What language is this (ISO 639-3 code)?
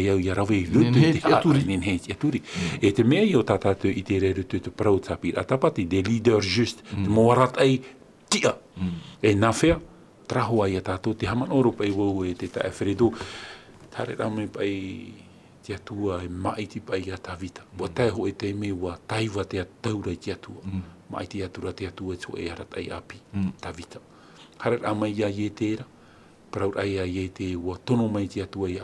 tah